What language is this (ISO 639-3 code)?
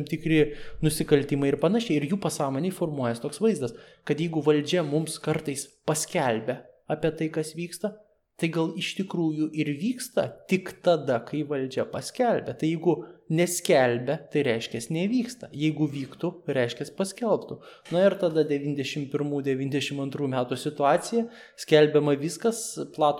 lit